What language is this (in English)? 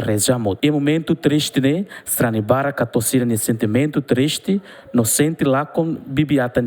Tetum